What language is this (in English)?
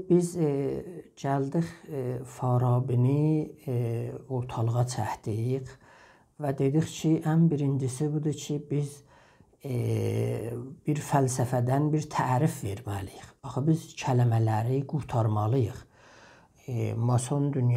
South Azerbaijani